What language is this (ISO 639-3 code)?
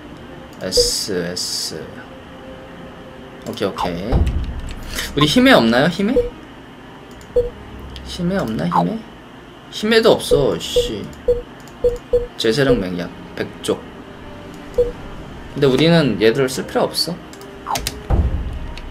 kor